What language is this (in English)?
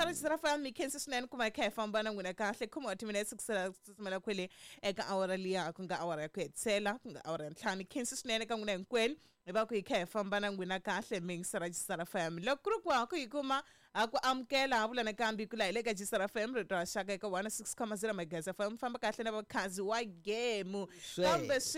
Tsonga